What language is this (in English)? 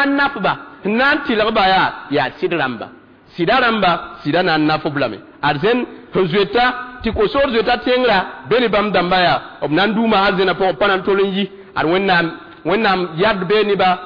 Mossi